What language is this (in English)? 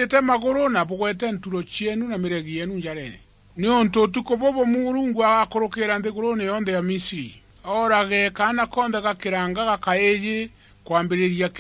Meru